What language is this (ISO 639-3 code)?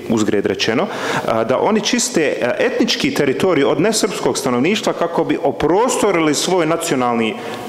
bos